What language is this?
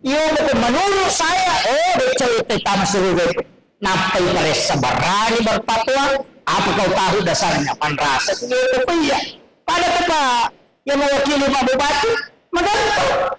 Buginese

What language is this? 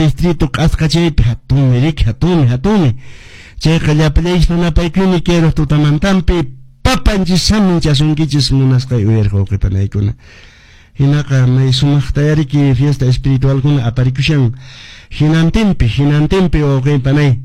Quechua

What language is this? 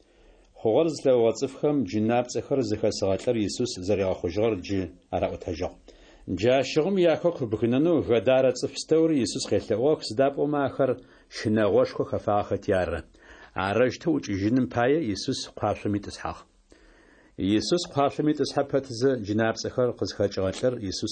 Adyghe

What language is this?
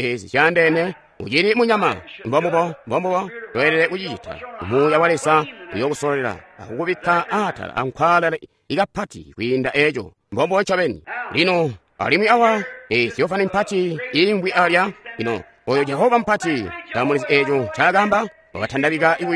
Tonga (Zambia)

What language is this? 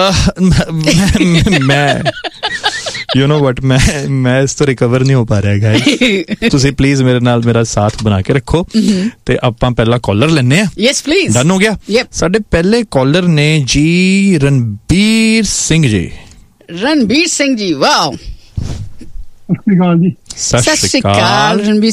Punjabi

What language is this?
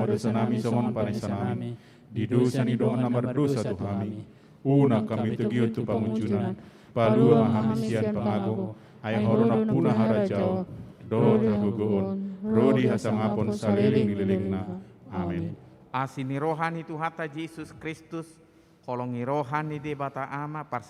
Batak Toba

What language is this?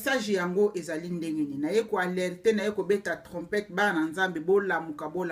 Lingala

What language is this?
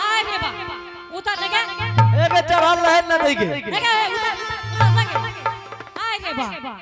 Angika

